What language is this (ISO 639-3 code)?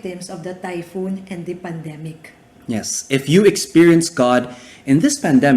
ilo